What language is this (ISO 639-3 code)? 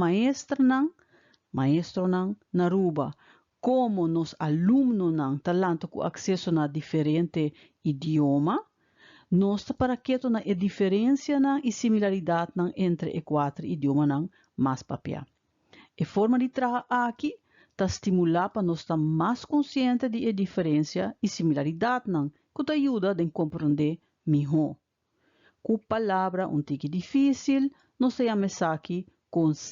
pap